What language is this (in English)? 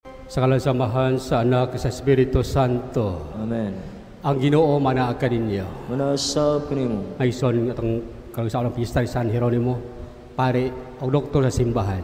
Cebuano